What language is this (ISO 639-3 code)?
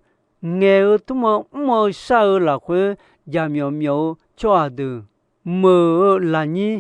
ahk